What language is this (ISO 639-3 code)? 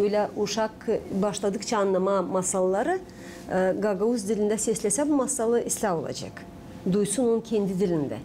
gag